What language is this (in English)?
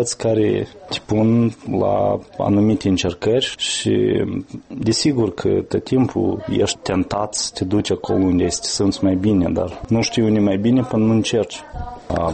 Romanian